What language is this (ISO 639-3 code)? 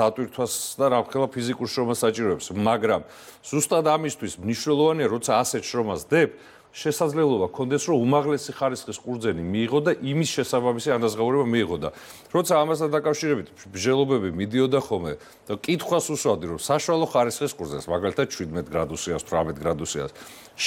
kat